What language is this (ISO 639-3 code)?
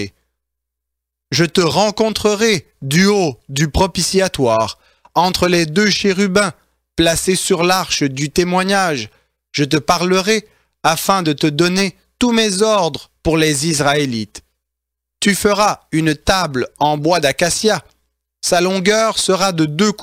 fra